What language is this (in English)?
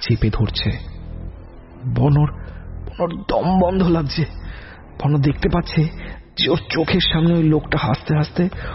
Bangla